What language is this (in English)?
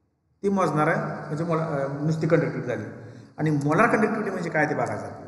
Marathi